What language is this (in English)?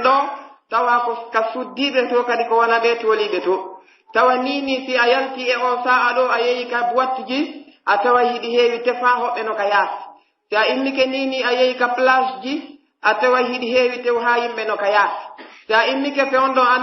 Pular